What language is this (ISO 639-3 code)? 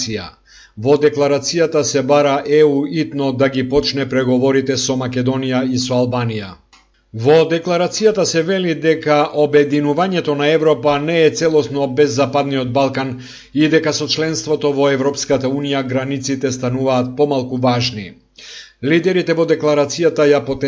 mkd